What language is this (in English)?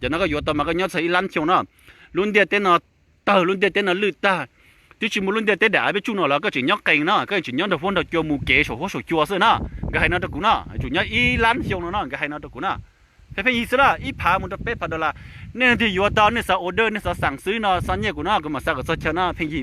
Hmong